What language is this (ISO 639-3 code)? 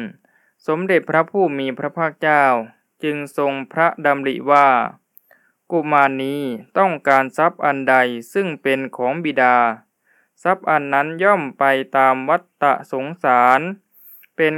tha